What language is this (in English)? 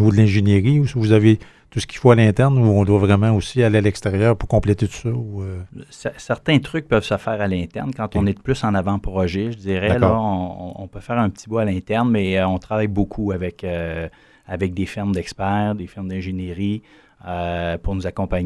French